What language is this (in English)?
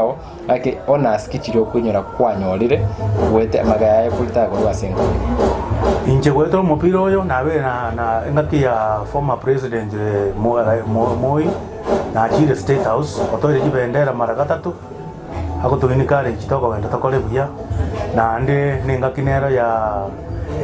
Gusii